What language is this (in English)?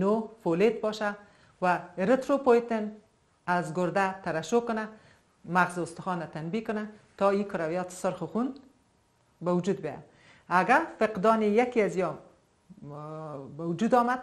Persian